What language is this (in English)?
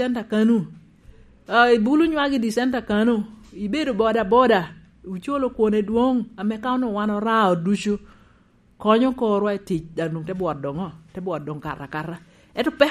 Lango (Uganda)